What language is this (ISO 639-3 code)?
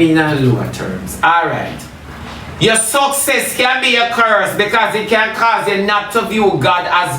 jam